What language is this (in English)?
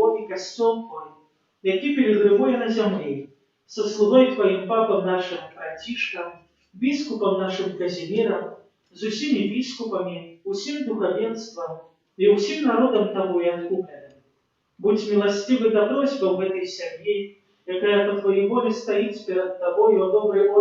Belarusian